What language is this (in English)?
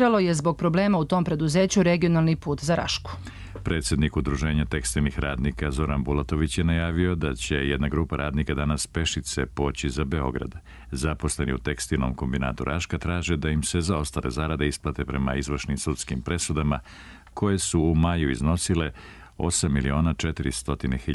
Serbian